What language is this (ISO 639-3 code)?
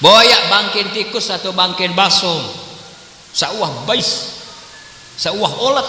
sas